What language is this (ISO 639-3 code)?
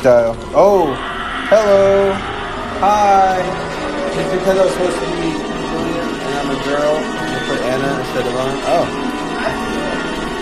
eng